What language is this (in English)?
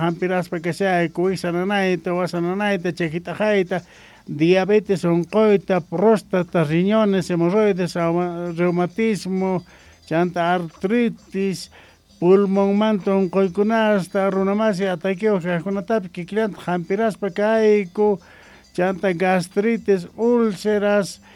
Quechua